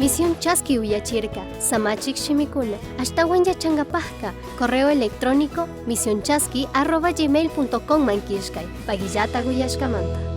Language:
Chimborazo Highland Quichua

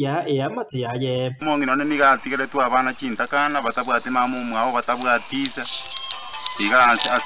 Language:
Gusii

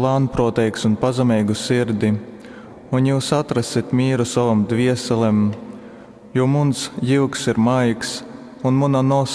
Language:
Latgalian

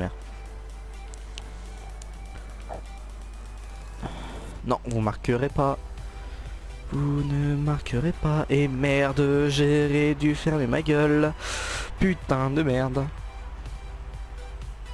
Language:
French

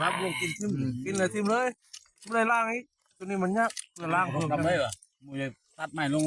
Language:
Lao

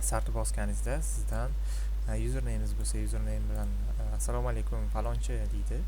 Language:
Uzbek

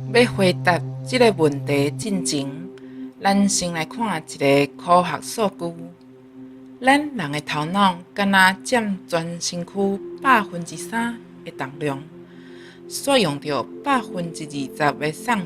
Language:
Min Nan Chinese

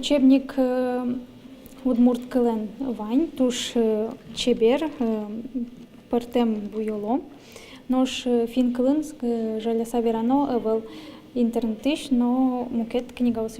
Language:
Udmurt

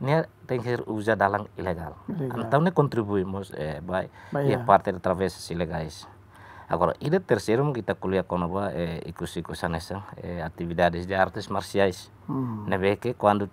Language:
Tetum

